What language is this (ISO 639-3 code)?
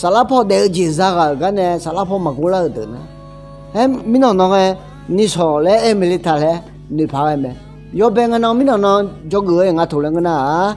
ahk